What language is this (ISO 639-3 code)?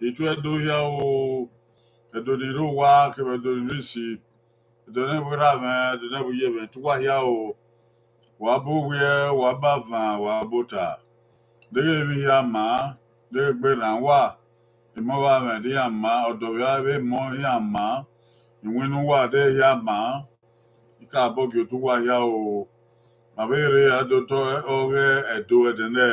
bin